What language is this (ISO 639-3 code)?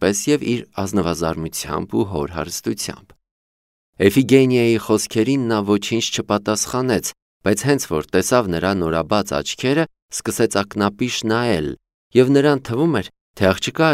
hye